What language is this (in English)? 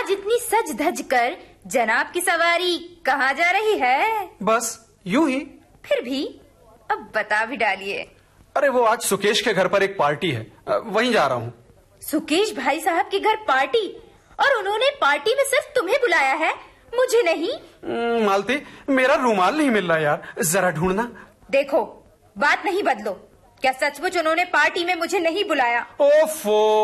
Hindi